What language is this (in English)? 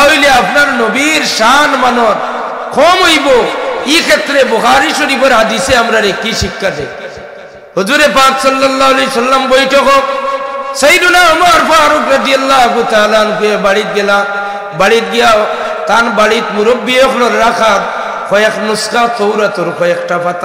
Sylheti